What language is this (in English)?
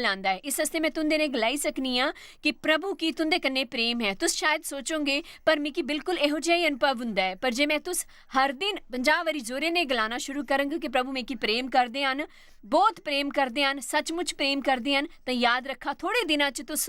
Dogri